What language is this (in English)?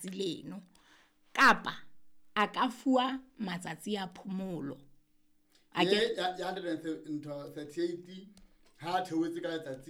Southern Sotho